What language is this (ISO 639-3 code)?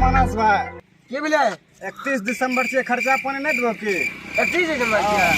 mai